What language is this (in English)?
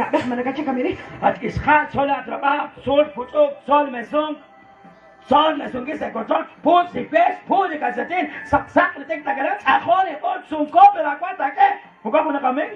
Kekchí